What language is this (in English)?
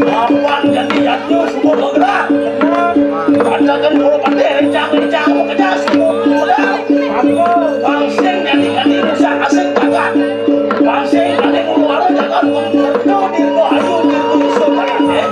Balinese